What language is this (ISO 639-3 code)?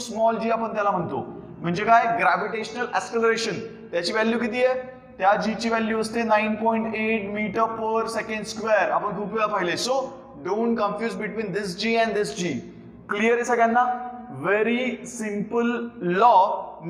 mar